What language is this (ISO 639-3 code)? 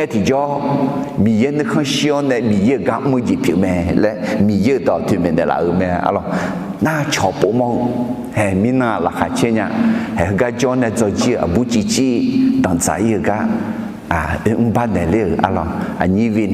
ahk